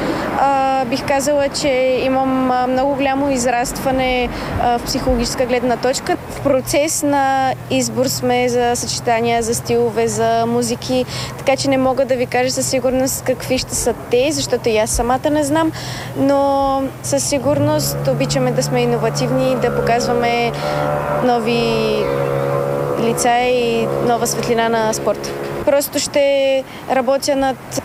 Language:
Bulgarian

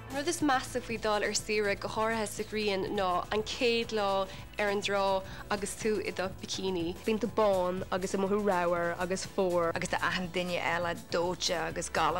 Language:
Irish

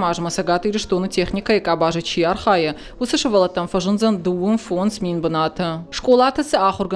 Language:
Ossetic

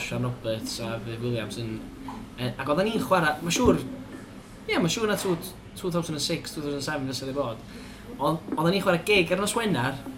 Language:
Welsh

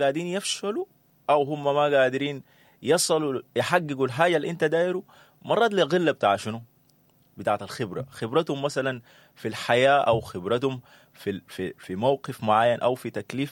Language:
Sudanese Arabic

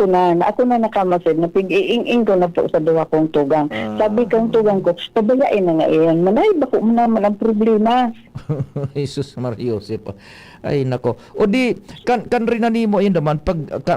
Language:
Bikol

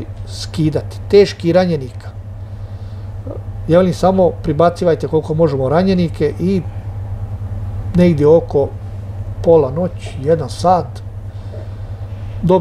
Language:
Croatian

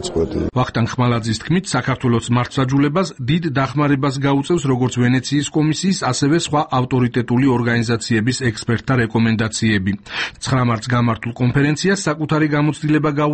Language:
Georgian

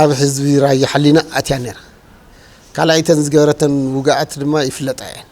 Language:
Tigrinya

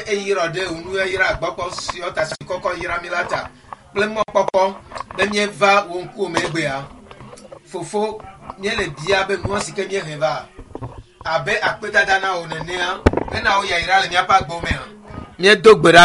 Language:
Ewe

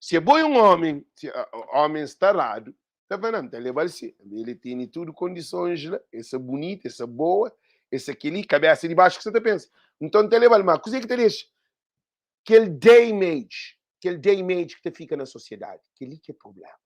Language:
Kabuverdianu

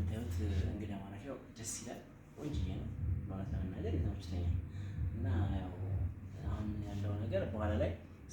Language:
Amharic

